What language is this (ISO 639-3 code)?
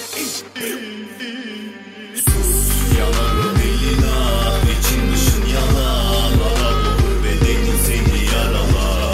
tur